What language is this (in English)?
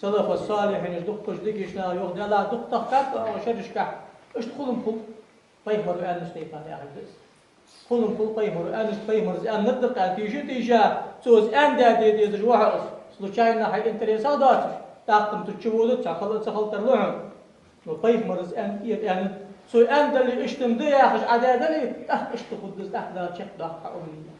Ingush